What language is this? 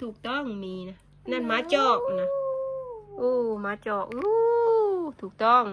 Northeastern Thai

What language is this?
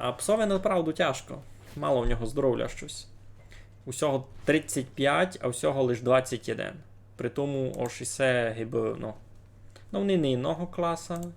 Rusyn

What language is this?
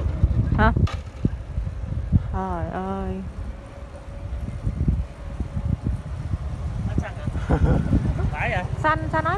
Vietnamese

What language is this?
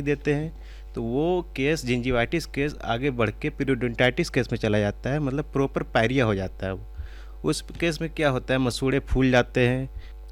Hindi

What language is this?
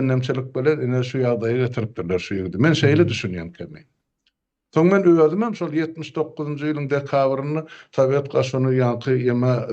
Turkmen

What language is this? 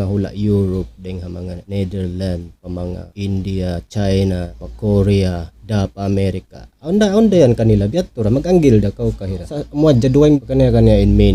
Tausug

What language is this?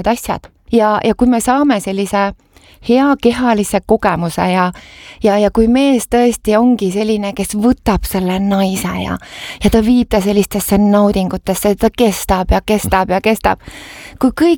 Estonian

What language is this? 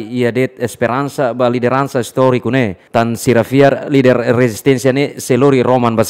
Tetum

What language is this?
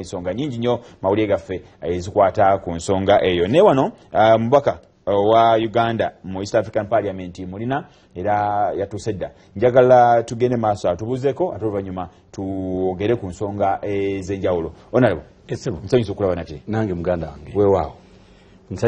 Ganda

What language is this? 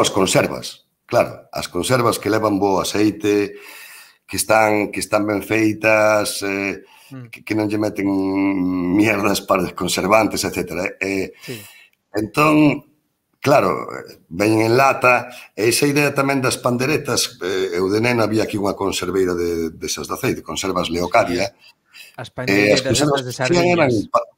Galician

